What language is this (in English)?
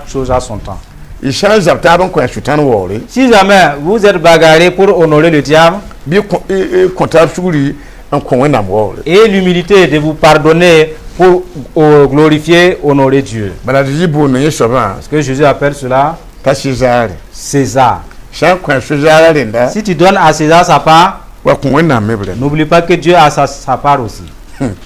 Mossi